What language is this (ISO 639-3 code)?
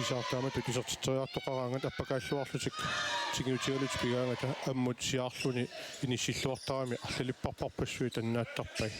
kal